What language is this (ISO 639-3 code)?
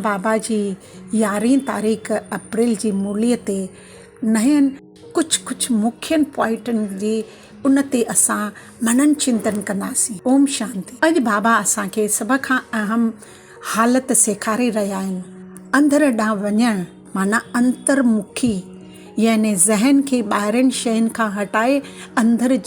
snd